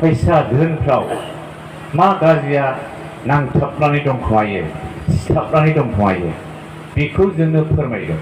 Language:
Bodo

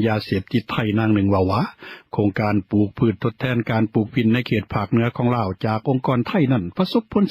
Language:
Lao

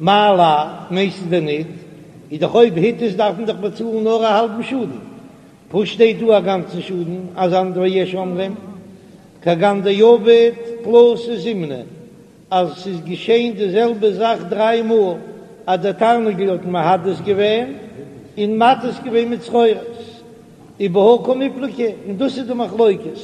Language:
Yiddish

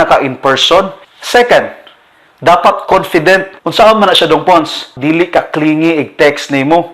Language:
Cebuano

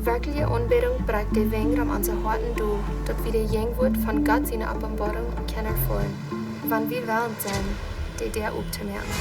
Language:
Plautdietsch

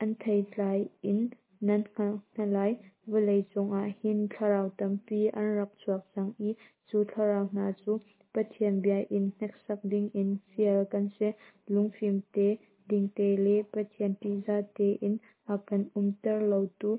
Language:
Hakha Chin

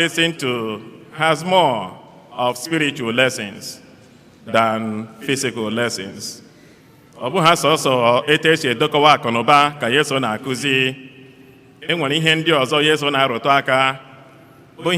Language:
Igbo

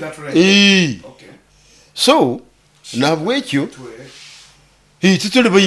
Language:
Nyoro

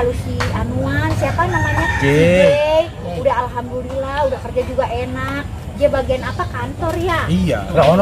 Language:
Betawi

